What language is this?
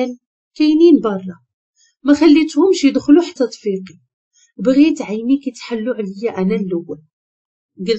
Moroccan Arabic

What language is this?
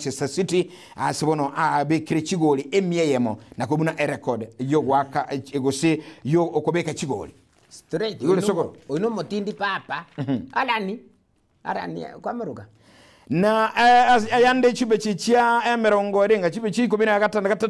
Gusii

